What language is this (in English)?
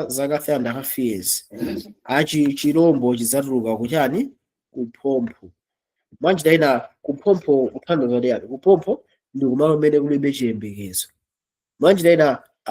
Nyanja